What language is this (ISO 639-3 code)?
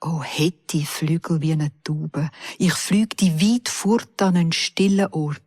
gsw